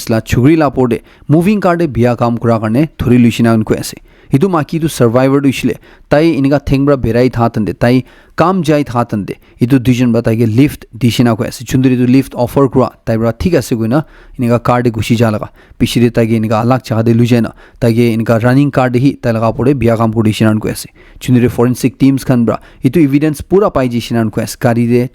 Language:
Naga Pidgin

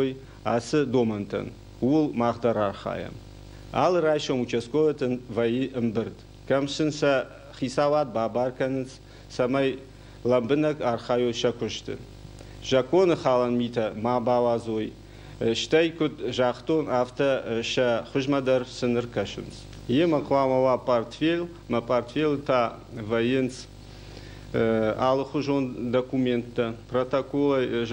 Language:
Ossetic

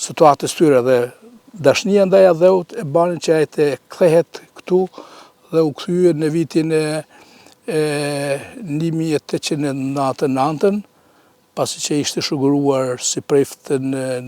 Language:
Albanian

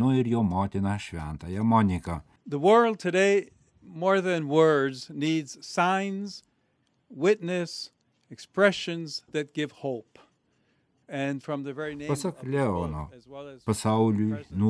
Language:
Lithuanian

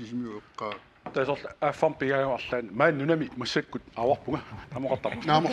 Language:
Kalaallisut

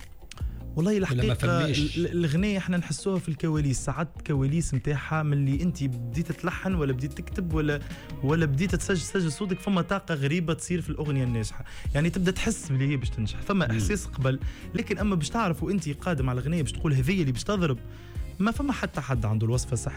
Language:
Tunisian Arabic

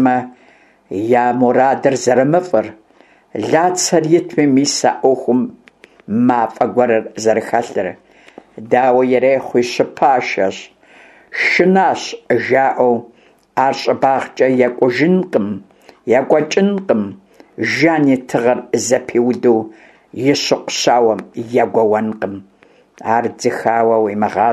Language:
Kabardian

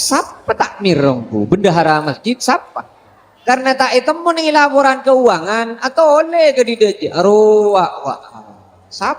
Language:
Madurese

